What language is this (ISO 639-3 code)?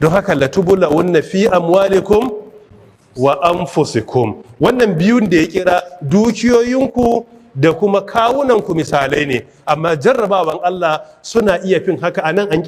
hau